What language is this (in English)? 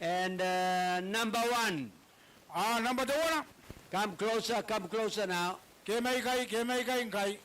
Gilbertese